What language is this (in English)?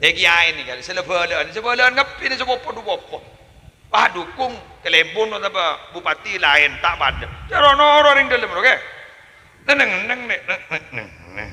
Madurese